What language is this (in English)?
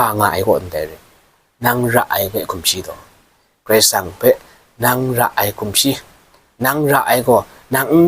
Kachin